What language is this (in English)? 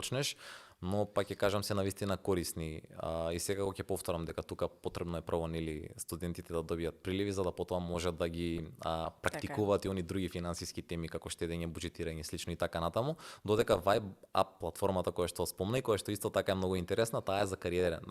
Macedonian